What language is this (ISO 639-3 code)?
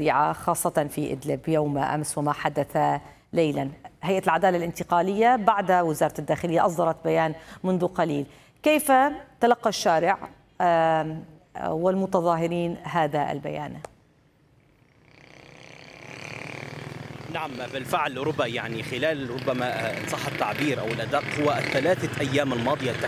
ara